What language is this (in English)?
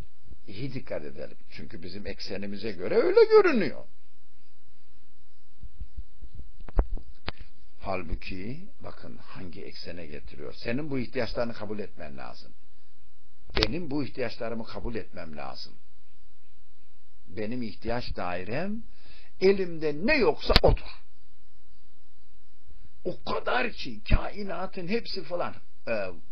Turkish